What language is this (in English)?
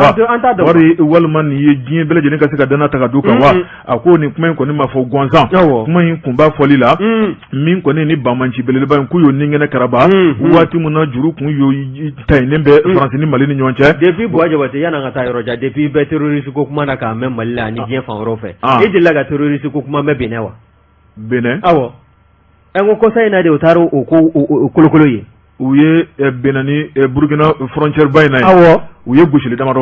Bambara